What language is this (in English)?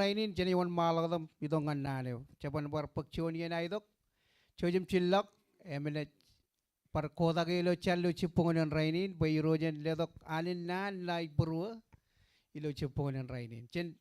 Marshallese